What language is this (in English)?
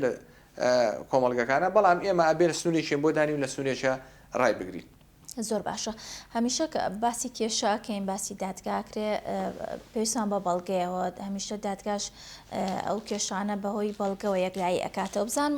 Central Kurdish